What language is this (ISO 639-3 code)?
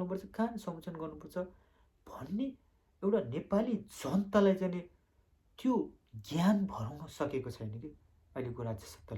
nep